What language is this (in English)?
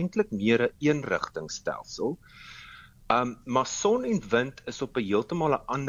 Afrikaans